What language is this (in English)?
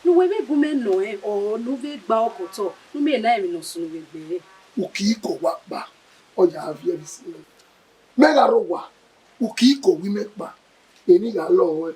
Bini